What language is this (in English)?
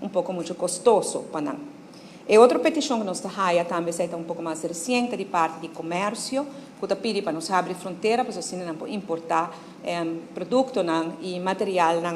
Papiamento